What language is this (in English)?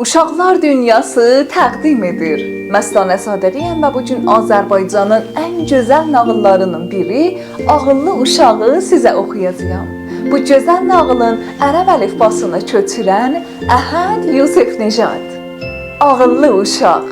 South Azerbaijani